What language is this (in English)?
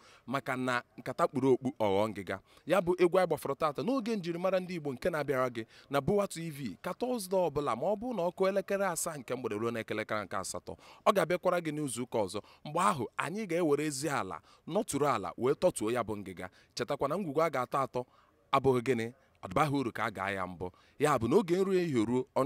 Igbo